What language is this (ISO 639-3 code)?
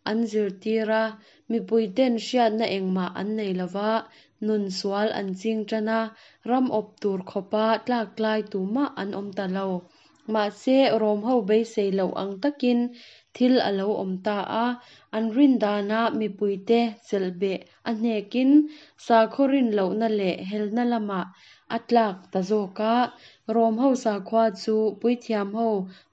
lus